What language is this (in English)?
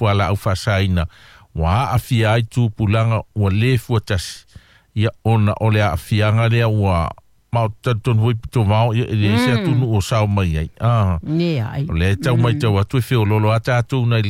Samoan